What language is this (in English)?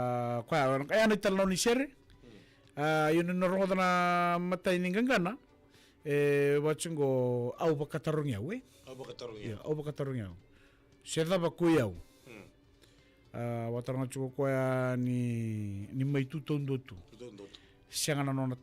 Fijian